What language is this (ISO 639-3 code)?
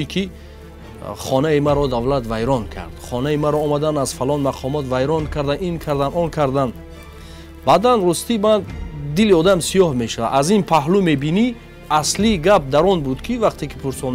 tgk